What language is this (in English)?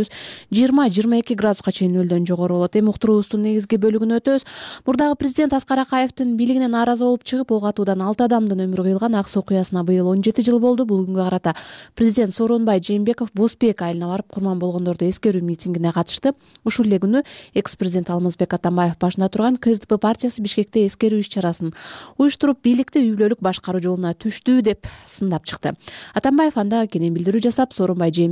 Kyrgyz